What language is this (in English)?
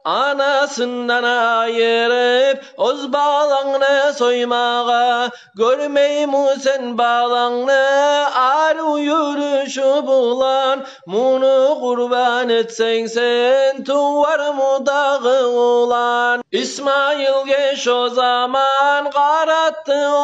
Kumyk